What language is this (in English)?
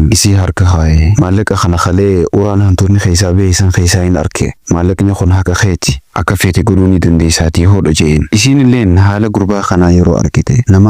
Oromo